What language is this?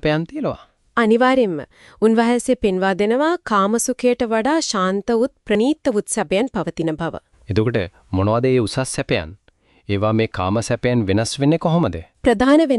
Sinhala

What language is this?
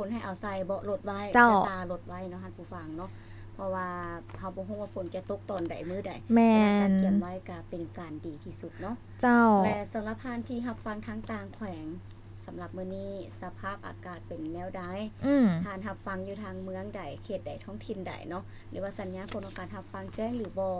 Lao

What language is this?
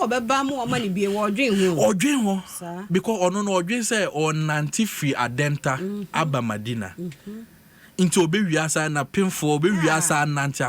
Akan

